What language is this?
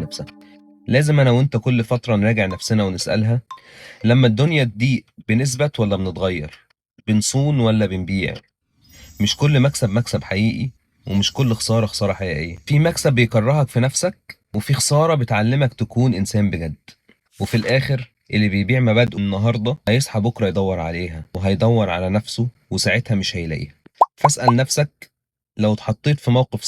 Egyptian Arabic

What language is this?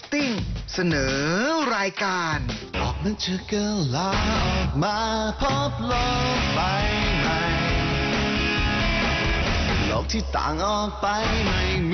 Thai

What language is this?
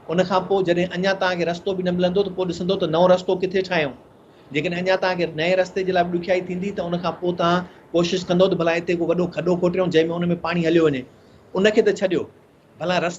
Sindhi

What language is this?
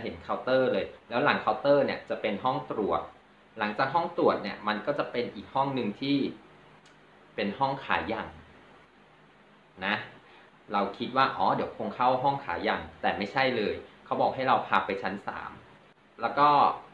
Thai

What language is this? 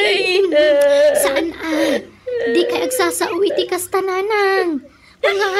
Iloko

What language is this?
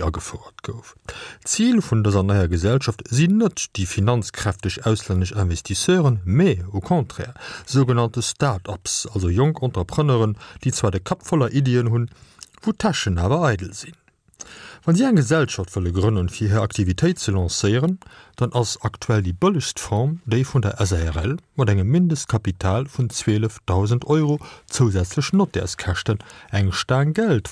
Luxembourgish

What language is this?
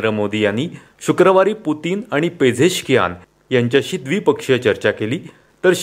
Marathi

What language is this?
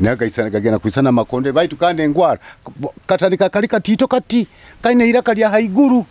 Nyoro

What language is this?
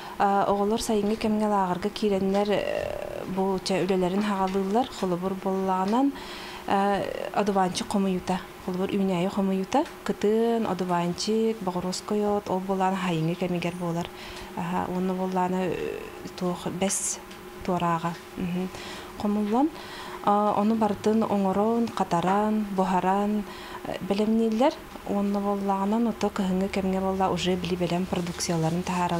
Yakut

